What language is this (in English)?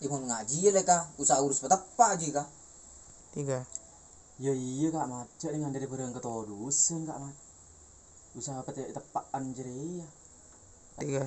Madurese